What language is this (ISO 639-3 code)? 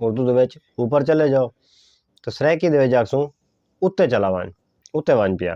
skr